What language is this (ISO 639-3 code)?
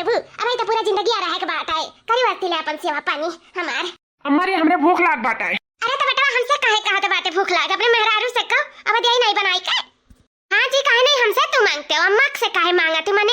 awa